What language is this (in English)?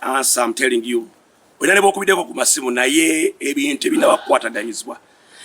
Ganda